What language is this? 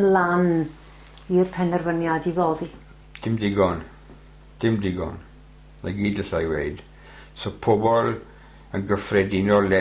Welsh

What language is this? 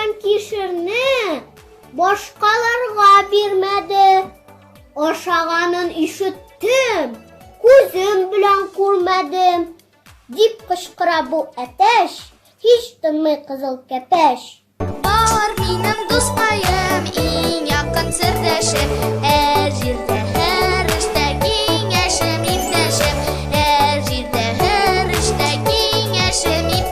Tatar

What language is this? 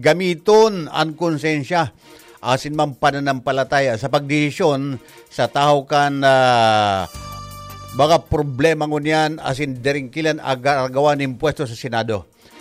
Bikol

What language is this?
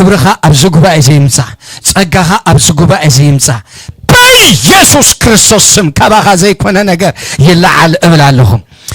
Tigrinya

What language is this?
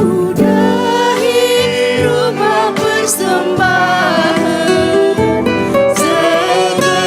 Batak Karo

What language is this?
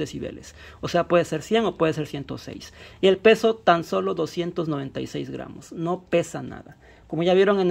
Spanish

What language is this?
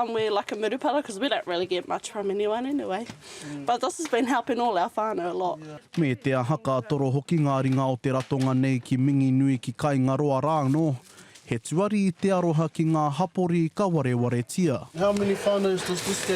Māori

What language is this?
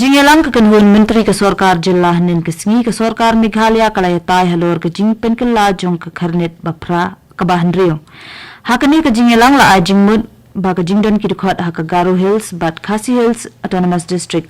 Khasi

